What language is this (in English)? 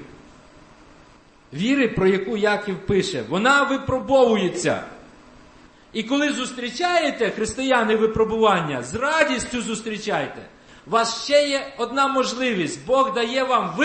Ukrainian